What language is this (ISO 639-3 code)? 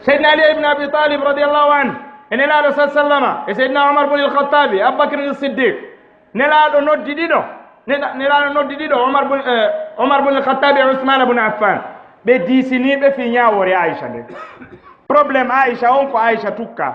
ful